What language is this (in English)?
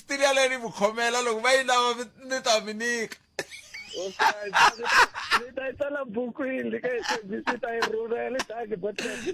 Tsonga